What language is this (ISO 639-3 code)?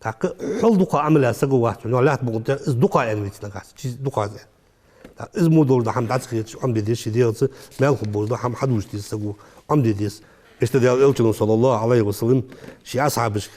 inh